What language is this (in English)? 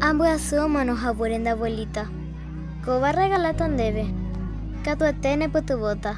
Guarani